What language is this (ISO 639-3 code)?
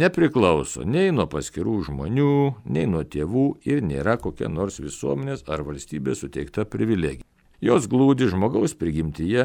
lit